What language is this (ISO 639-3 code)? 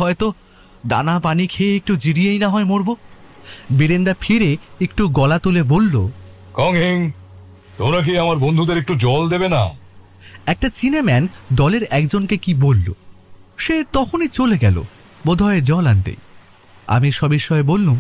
ben